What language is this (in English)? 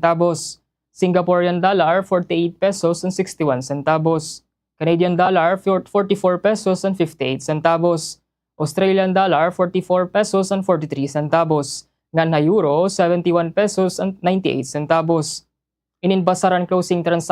Waray